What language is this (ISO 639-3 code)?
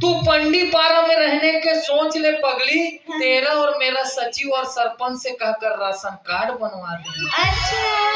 hne